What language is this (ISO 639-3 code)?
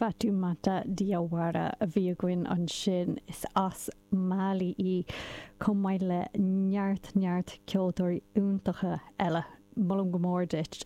gle